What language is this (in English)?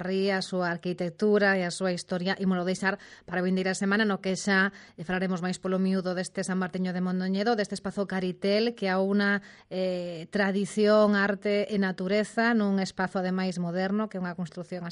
Galician